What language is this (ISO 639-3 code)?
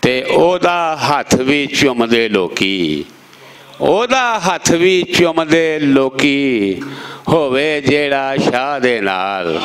lah